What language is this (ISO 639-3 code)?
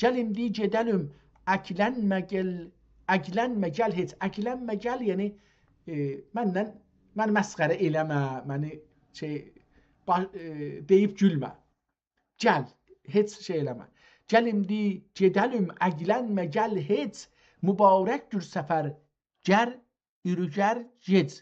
azb